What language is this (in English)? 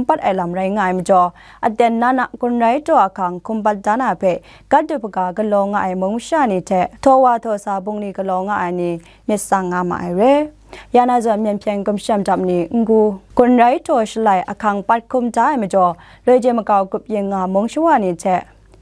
Kachin